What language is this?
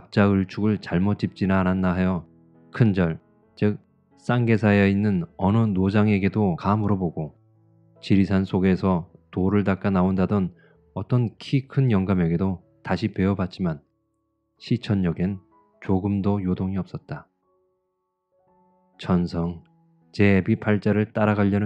Korean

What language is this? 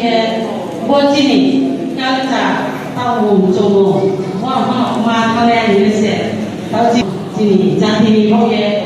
Riang (India)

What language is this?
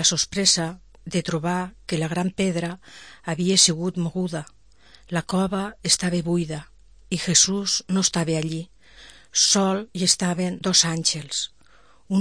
Catalan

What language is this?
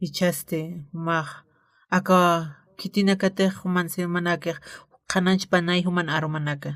Aymara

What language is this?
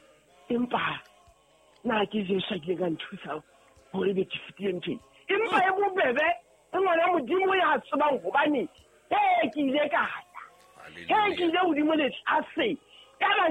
Southern Sotho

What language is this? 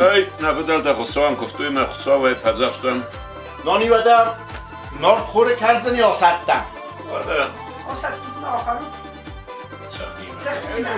Ossetic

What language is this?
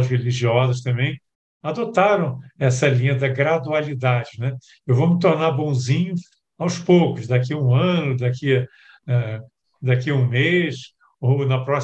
Portuguese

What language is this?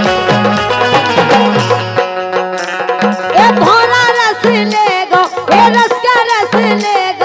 Bhojpuri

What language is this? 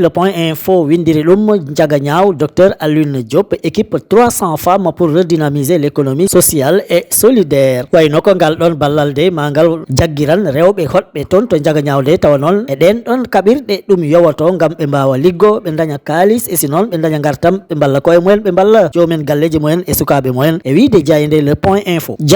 Fula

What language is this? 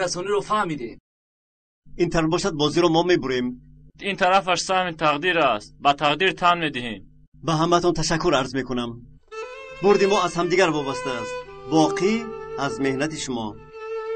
Tajik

